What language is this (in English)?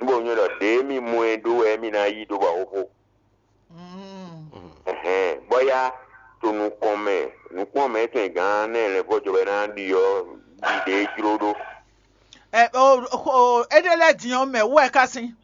Fon